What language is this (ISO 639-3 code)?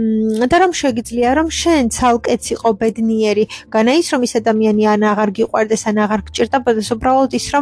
kat